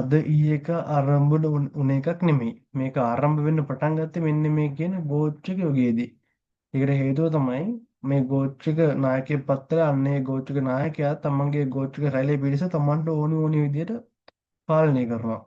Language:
Sinhala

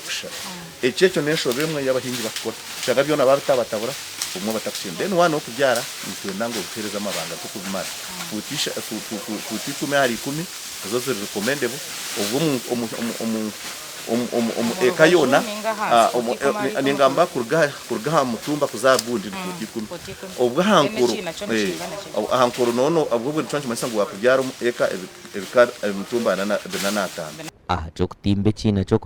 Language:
Nyankole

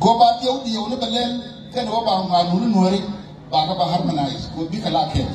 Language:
Nuer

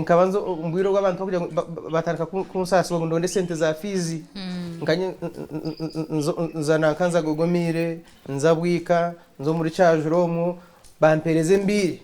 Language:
Nyankole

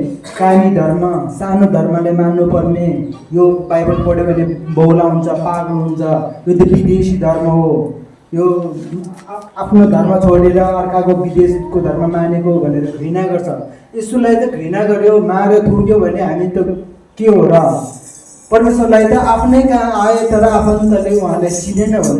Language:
Nepali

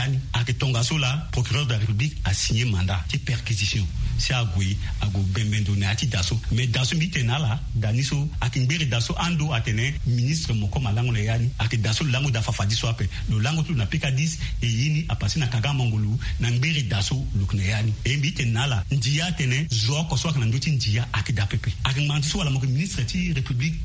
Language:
Sango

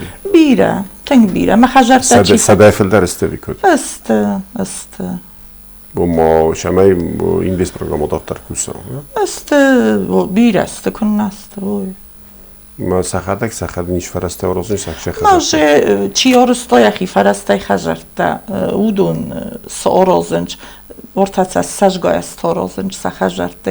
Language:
Ossetic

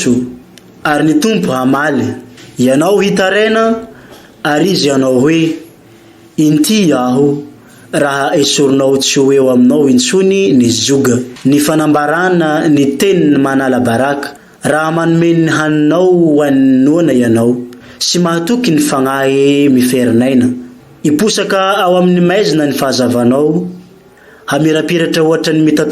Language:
Malagasy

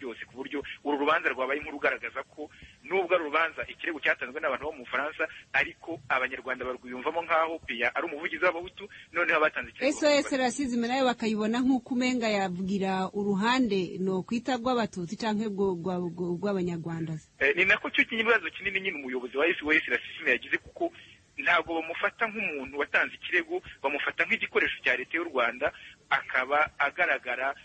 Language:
Kinyarwanda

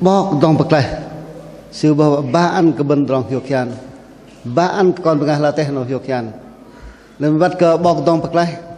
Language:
Bahnar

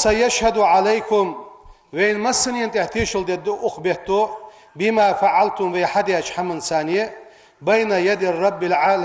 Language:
Ingush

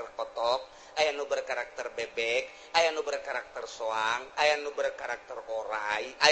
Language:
Sundanese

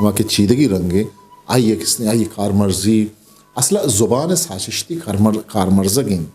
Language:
Eastern Balochi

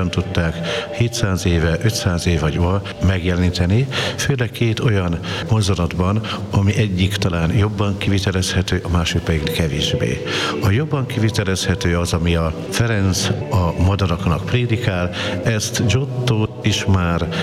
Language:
Hungarian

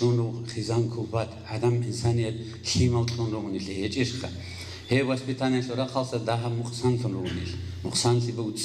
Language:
Avaric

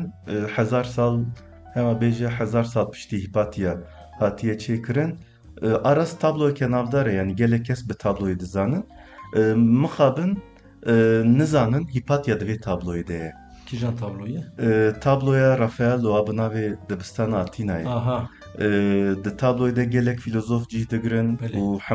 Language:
Kurdish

